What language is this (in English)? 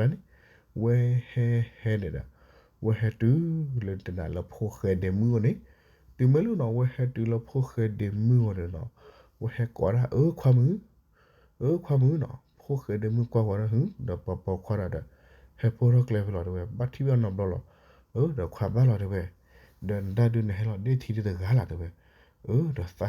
S'gaw Karen